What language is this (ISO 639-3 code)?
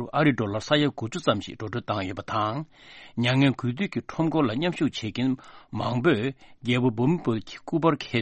bod